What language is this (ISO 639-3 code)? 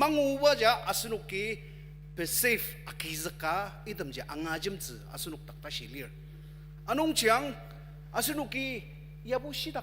njo